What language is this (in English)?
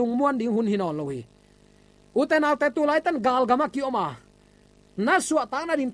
Tedim Chin